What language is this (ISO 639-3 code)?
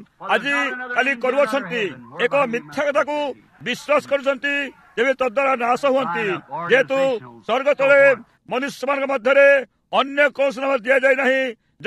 ori